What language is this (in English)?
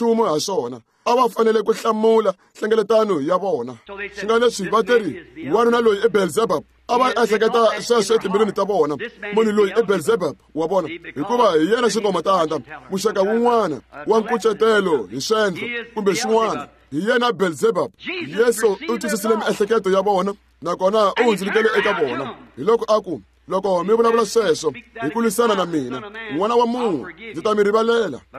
Tsonga